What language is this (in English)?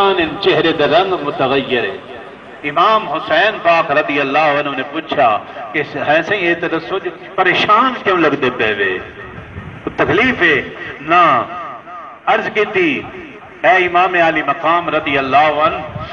Saraiki